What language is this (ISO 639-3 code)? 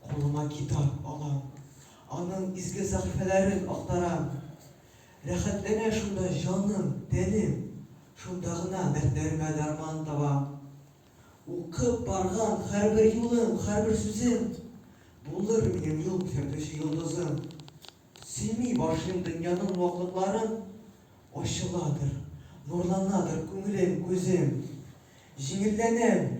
tat